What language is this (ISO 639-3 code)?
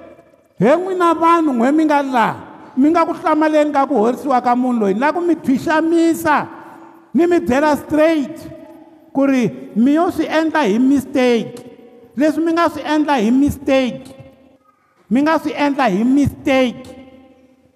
tso